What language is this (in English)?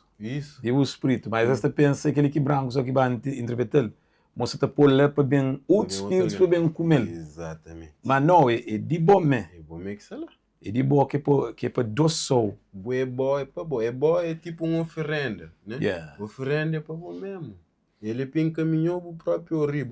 Kabuverdianu